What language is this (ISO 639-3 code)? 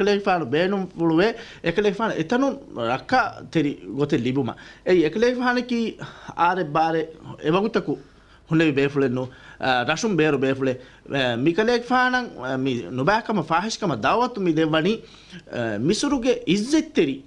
div